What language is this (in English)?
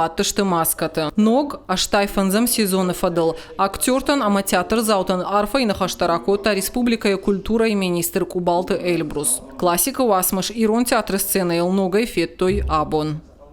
Ossetic